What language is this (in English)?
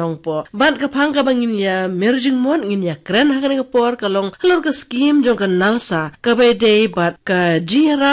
Khasi